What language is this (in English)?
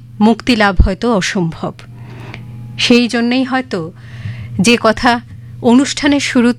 Bangla